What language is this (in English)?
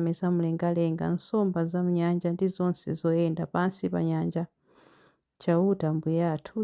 Nyanja